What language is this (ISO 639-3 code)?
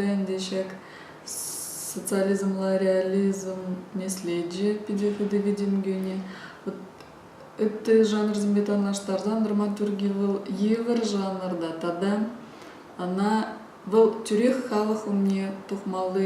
chv